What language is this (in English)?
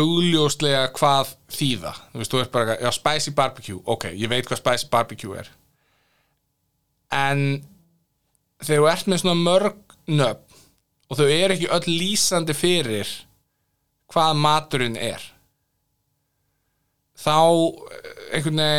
Icelandic